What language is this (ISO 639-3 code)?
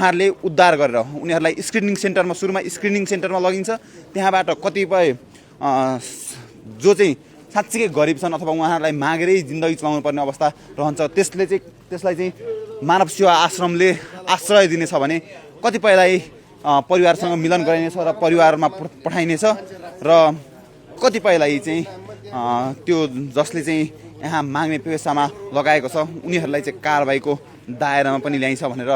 nep